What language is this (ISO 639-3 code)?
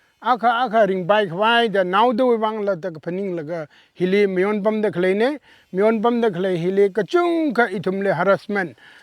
nmf